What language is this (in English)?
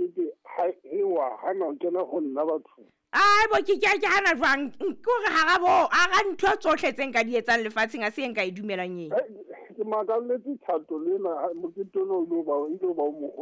Southern Sotho